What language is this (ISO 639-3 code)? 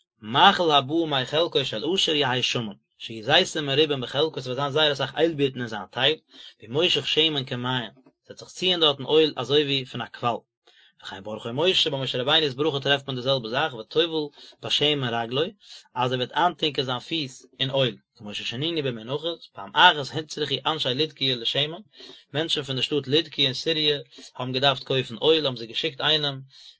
yid